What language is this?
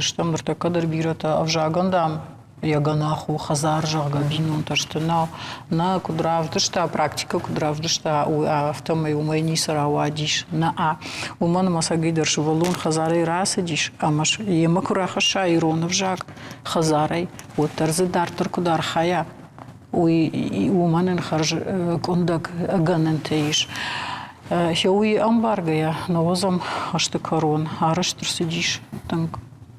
Ossetic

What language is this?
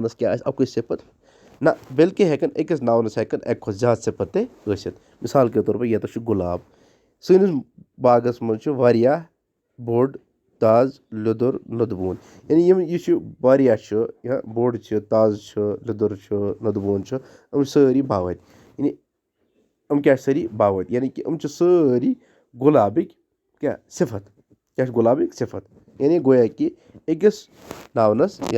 Kashmiri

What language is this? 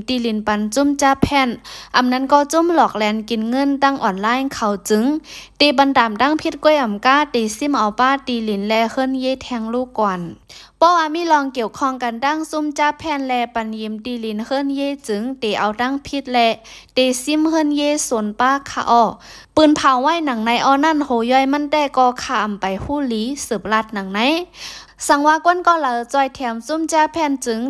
Shan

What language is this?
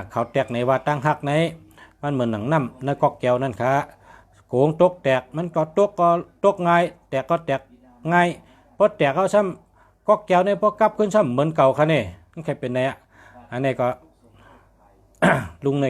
Shan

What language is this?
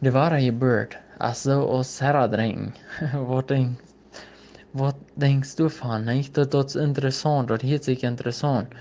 Plautdietsch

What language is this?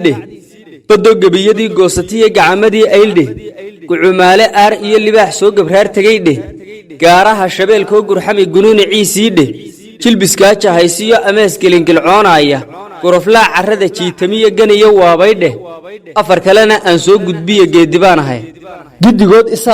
Somali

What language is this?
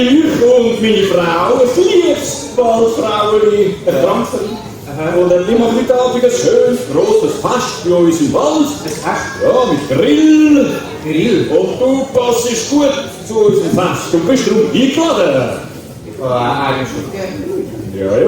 Swiss German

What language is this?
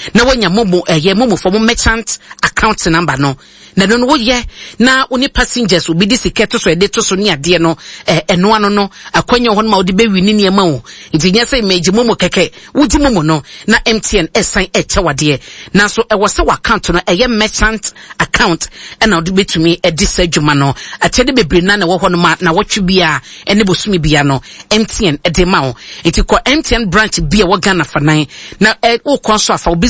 Akan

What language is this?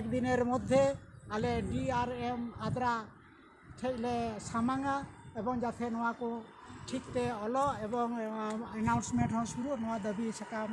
Santali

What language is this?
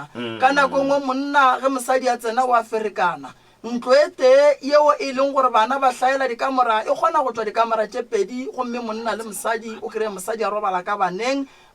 Northern Sotho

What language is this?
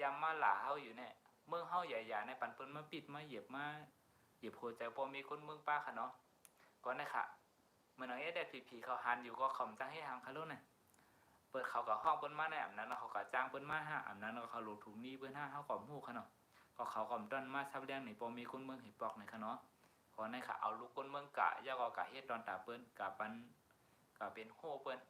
Shan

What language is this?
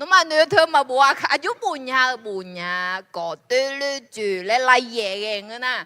Akha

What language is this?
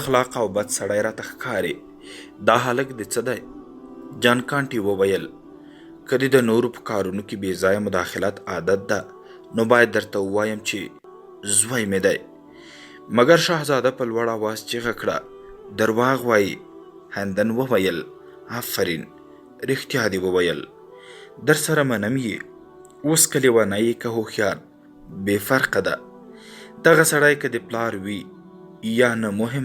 Pashto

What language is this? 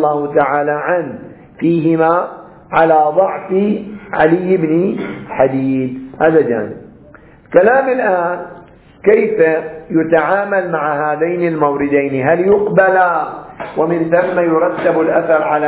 Arabic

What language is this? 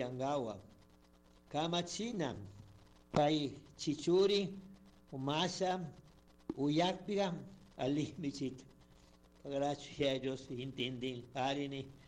Chimborazo Highland Quichua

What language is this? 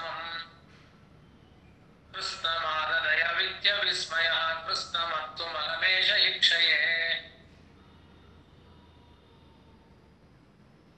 Kannada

